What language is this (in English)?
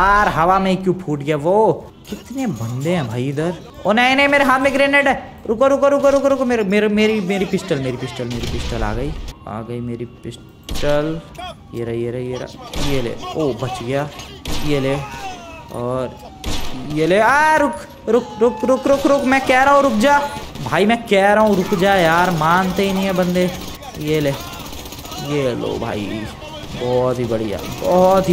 Hindi